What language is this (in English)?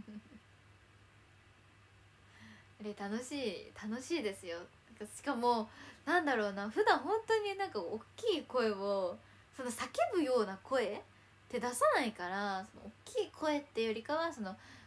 Japanese